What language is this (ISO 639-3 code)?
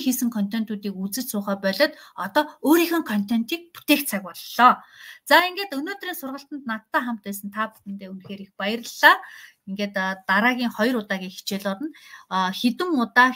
mon